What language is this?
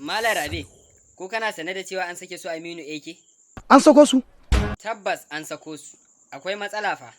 Hausa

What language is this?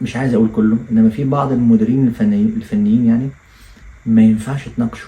Egyptian Arabic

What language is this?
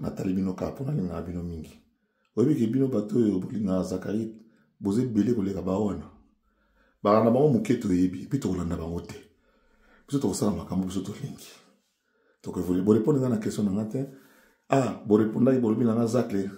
Lingala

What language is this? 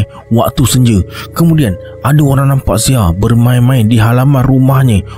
Malay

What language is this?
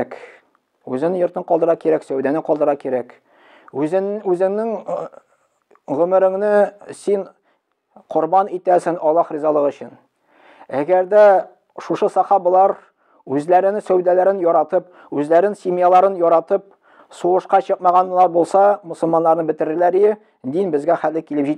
Tatar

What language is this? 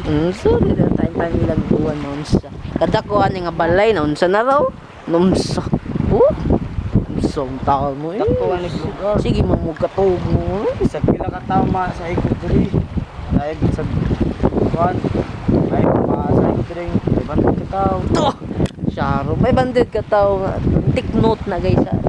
Cebuano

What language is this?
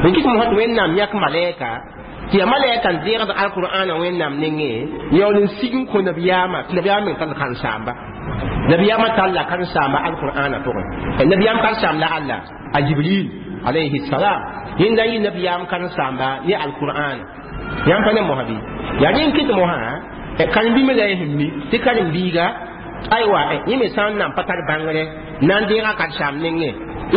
Mossi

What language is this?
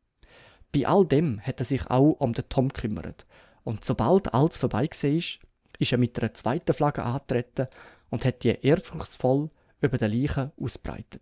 Swiss German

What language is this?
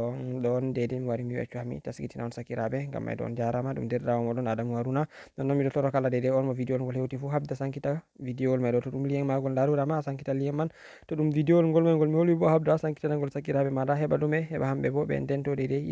Fula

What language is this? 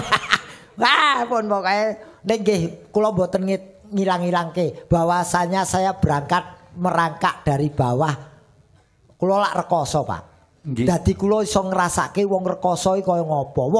Javanese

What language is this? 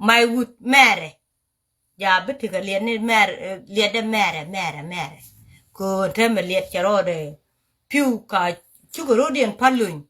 Nuer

